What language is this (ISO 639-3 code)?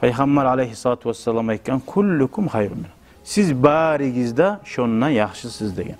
kum